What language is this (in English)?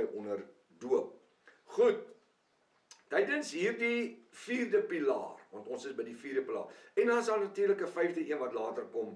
Afrikaans